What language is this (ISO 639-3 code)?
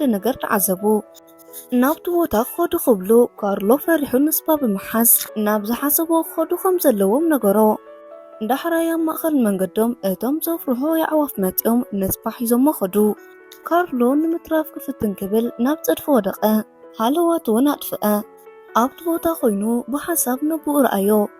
tir